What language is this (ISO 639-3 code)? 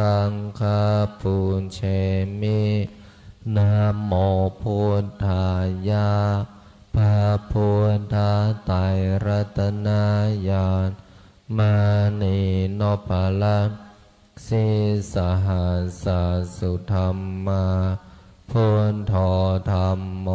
pli